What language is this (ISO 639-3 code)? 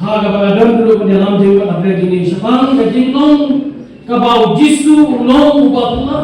kha